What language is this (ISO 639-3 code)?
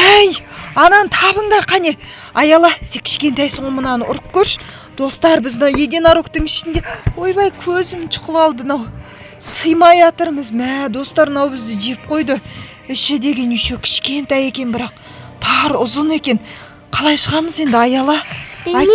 kaz